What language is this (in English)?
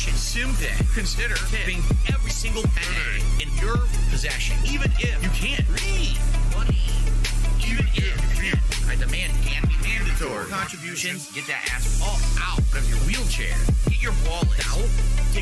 English